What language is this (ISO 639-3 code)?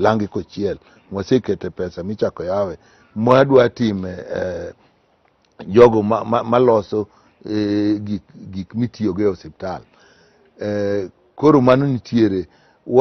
luo